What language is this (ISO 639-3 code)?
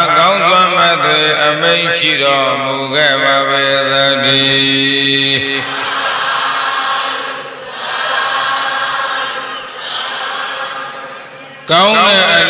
mya